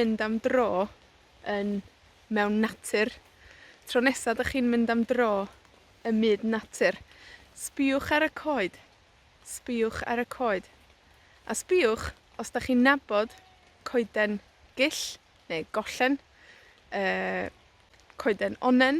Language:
Welsh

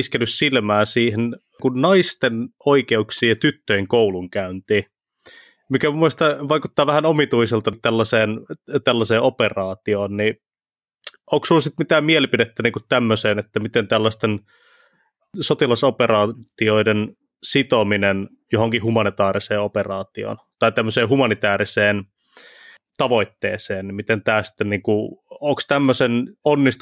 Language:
Finnish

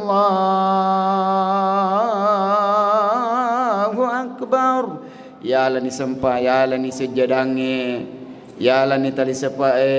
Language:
Buginese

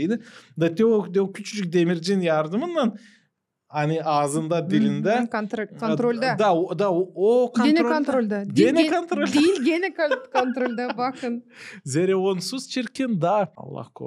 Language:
Gagauz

